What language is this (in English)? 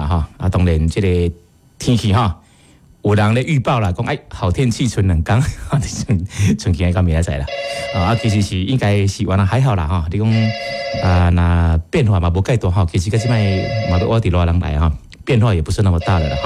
Min Nan Chinese